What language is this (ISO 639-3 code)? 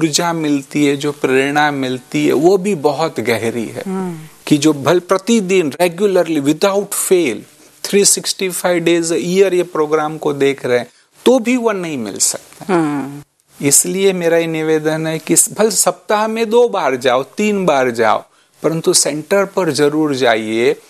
hin